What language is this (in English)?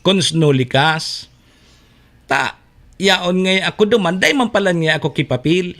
Bikol